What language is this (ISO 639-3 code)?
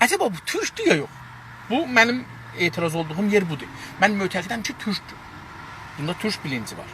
azb